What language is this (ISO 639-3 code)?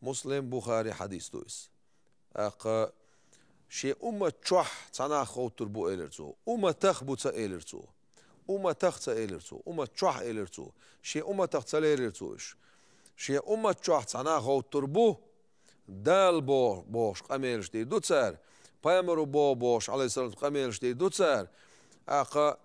che